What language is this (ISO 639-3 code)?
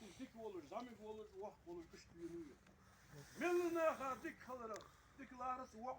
inh